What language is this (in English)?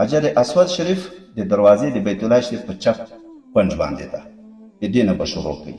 Pashto